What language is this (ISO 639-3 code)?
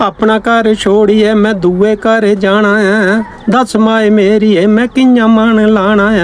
doi